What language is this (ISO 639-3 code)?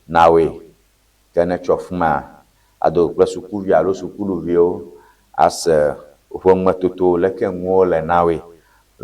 ewe